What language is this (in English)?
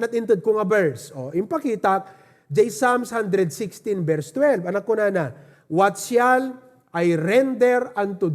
Iloko